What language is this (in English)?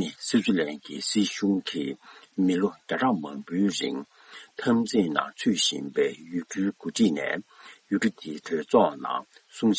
Tibetan